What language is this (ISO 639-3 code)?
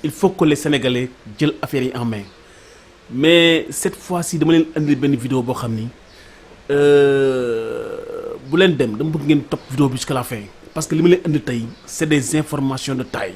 wol